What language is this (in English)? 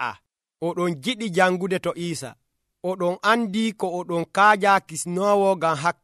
Nigerian Fulfulde